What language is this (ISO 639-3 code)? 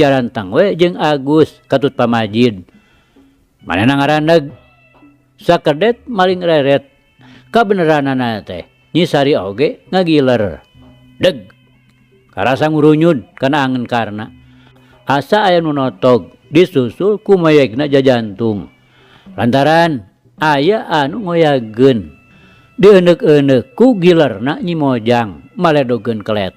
sun